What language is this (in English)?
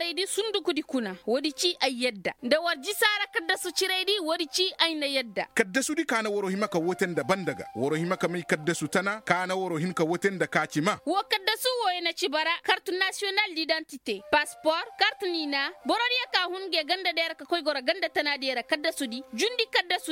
Koyraboro Senni